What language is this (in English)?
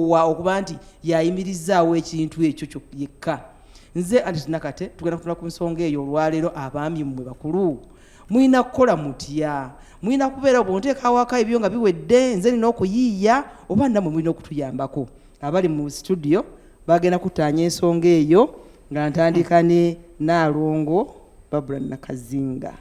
Ganda